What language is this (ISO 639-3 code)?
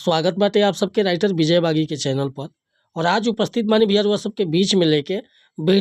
bho